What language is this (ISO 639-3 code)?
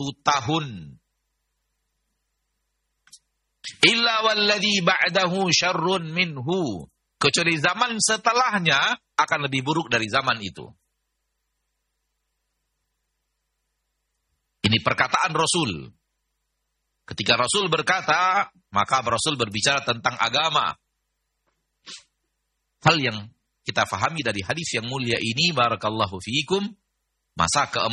ind